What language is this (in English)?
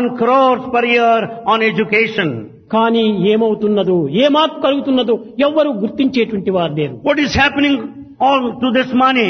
Telugu